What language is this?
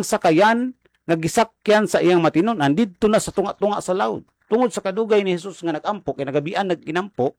Cebuano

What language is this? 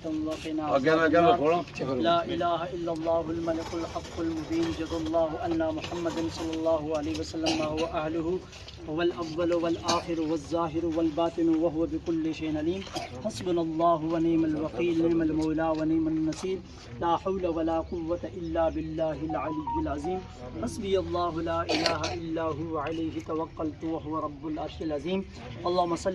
Pahari-Potwari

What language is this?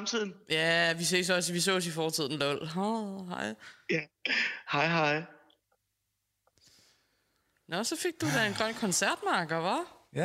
Danish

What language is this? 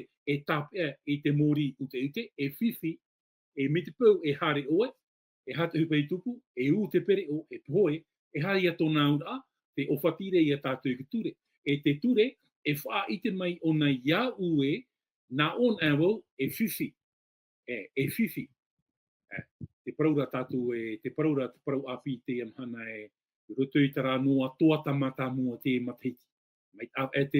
Tahitian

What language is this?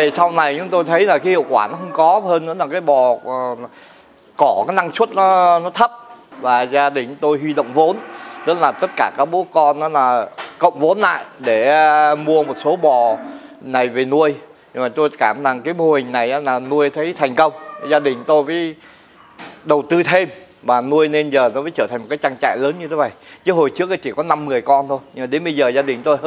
Vietnamese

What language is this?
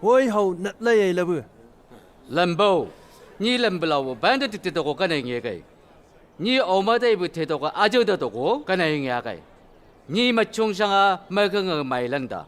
Chang Naga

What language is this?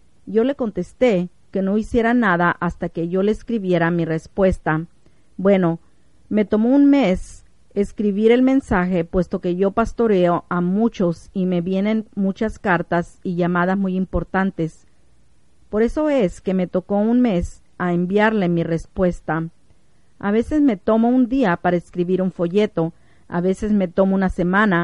Spanish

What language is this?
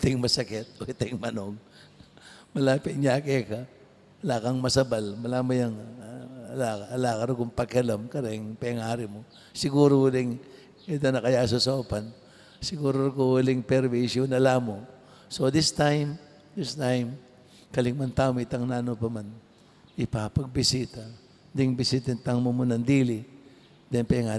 Pampanga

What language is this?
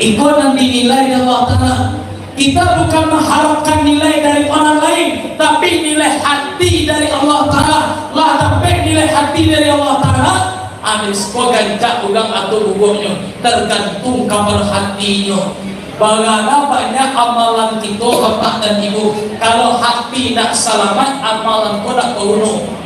Minangkabau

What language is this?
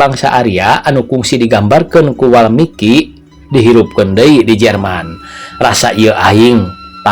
Sundanese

